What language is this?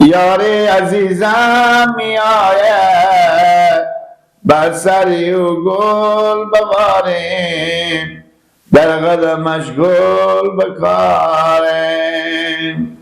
Persian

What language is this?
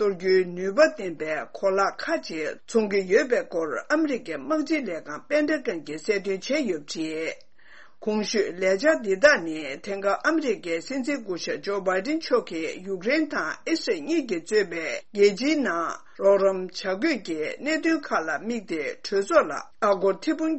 Tibetan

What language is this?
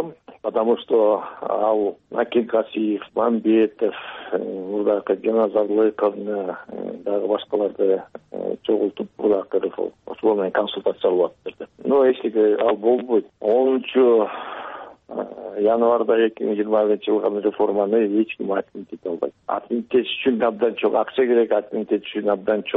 Kyrgyz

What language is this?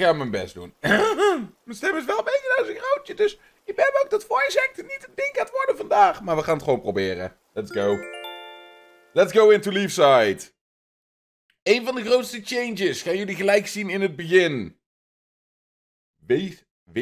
Dutch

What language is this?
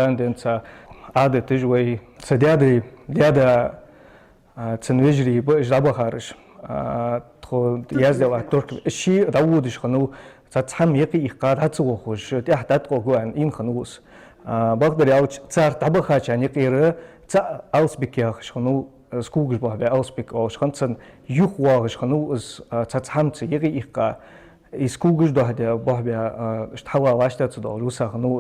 Ingush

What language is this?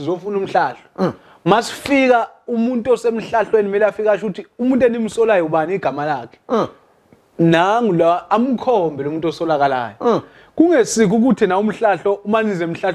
Zulu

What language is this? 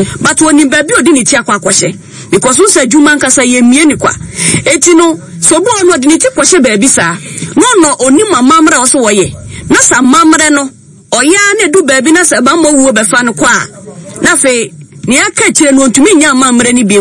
Akan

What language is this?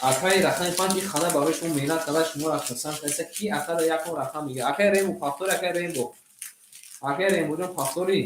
Tajik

